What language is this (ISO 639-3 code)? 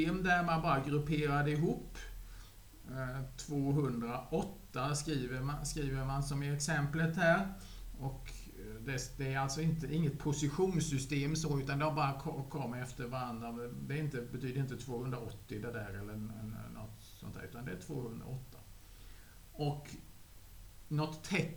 swe